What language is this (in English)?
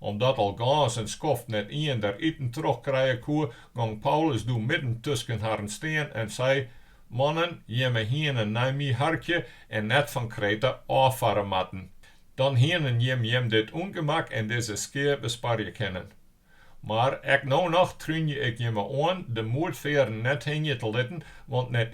Western Frisian